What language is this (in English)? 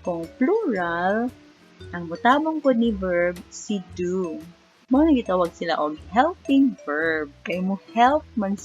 Cebuano